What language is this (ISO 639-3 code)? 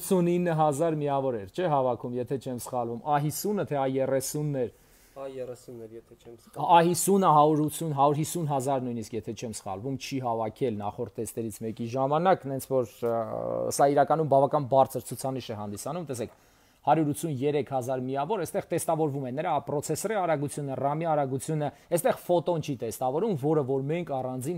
hye